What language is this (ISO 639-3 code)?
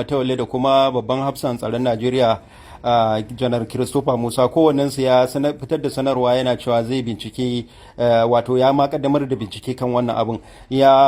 hau